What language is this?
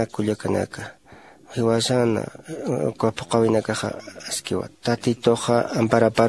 Aymara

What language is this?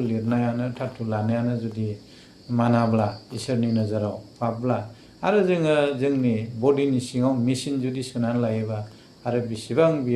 Bodo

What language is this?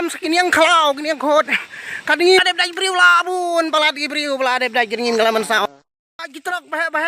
Khasi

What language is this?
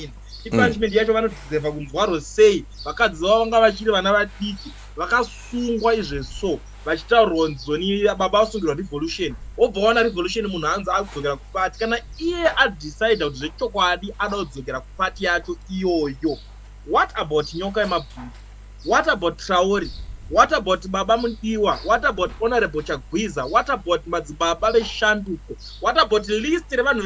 Shona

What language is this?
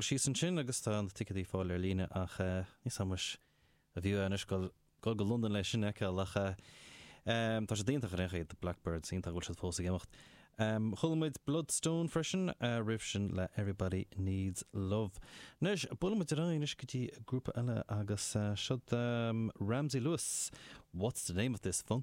Irish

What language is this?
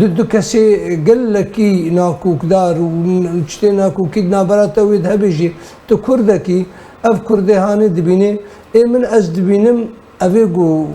Kurdish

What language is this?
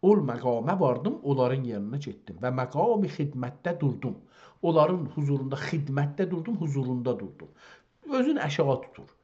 South Azerbaijani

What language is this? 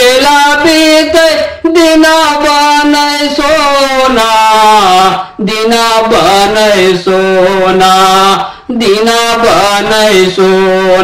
Bhojpuri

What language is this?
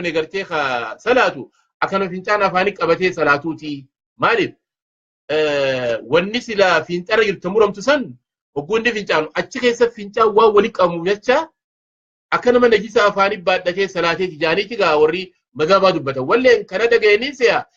Oromo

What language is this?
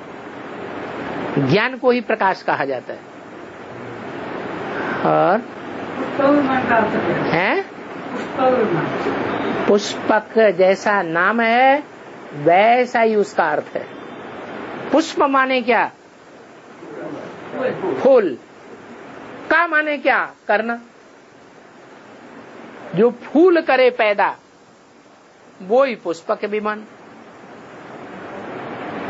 Hindi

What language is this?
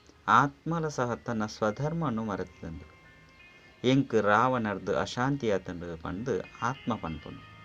Tulu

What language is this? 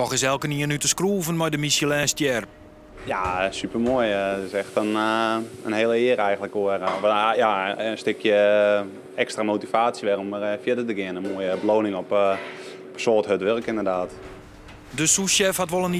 Western Frisian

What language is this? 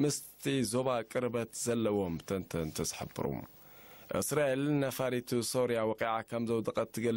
Tigrinya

